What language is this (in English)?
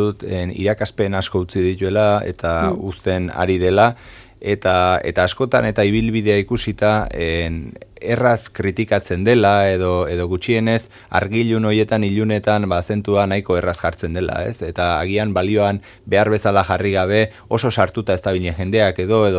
Basque